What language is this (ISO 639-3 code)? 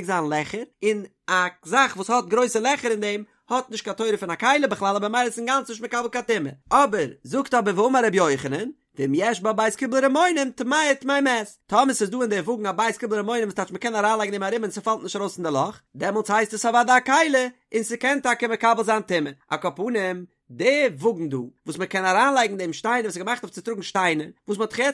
yid